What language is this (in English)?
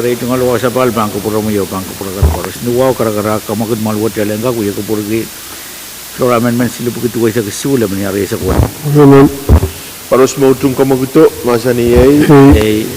Pohnpeian